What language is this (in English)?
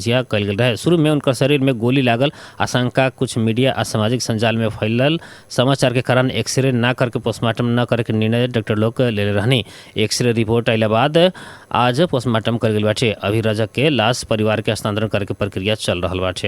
Bhojpuri